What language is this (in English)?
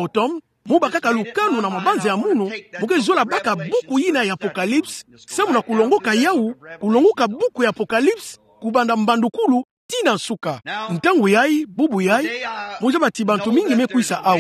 Kituba (Democratic Republic of Congo)